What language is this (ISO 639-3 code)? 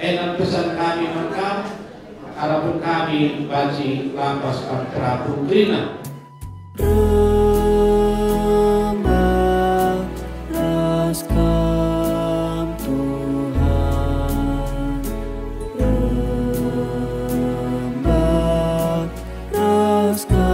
btx